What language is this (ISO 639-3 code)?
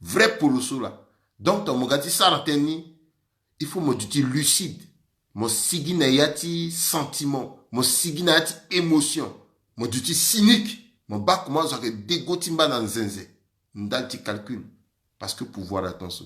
sag